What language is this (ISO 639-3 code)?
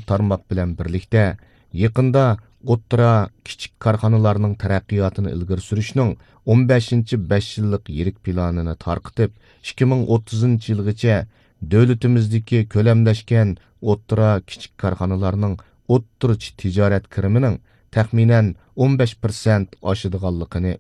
uig